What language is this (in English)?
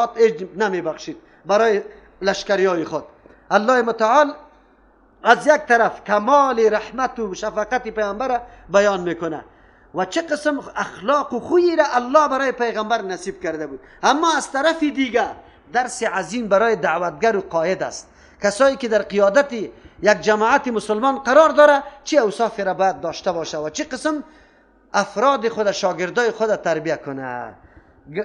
Persian